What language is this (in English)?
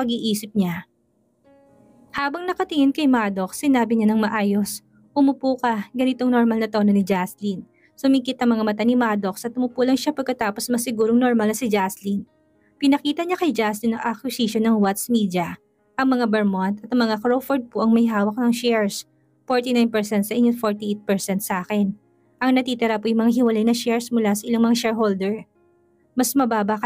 Filipino